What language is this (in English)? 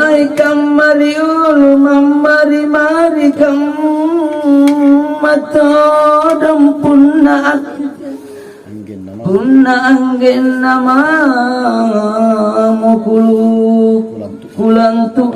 Makasar